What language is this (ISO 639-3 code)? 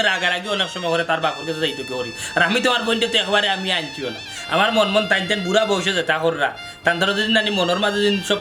syl